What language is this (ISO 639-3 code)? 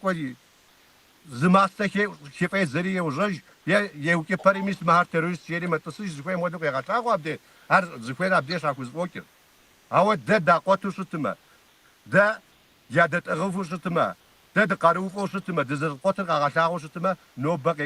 kbd